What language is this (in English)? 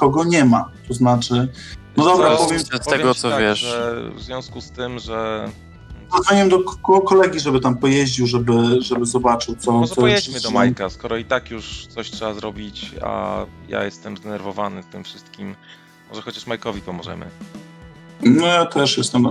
Polish